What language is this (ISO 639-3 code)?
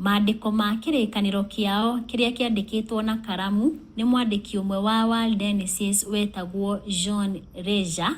kik